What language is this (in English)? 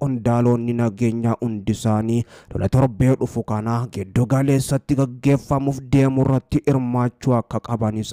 Oromo